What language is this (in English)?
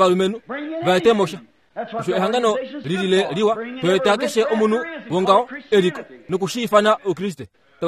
Kuanyama